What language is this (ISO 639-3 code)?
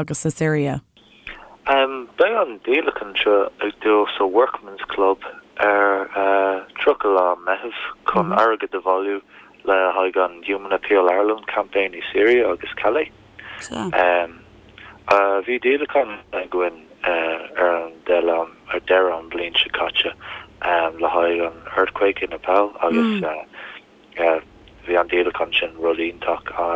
gle